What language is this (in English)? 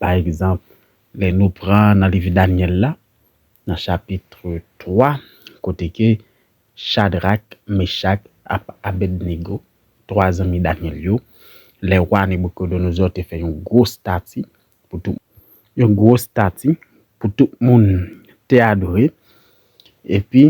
Haitian Creole